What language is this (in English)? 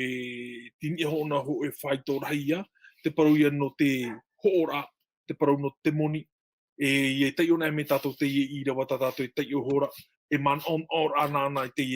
Tahitian